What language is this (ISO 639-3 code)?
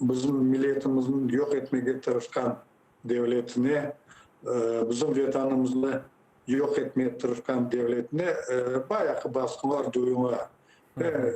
crh